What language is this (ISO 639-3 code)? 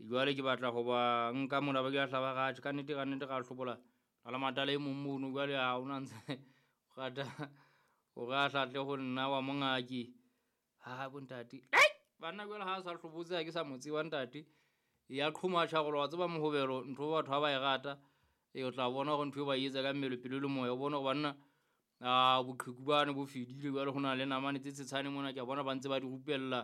sot